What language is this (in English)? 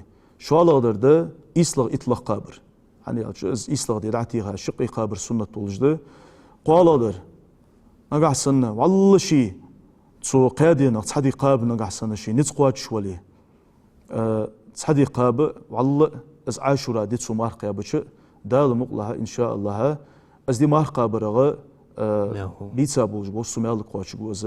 Ingush